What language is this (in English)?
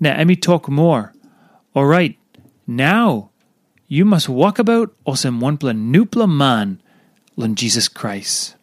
Tok Pisin